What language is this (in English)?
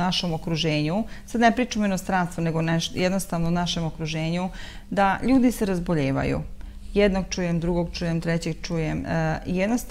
Serbian